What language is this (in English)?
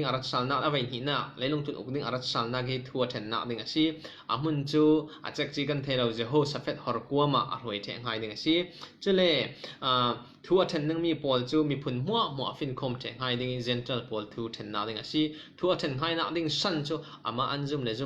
Falam Chin